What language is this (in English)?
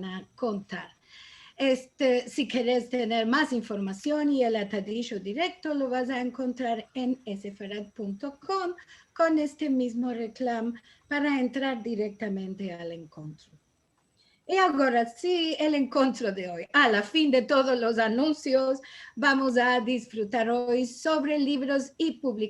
Ladino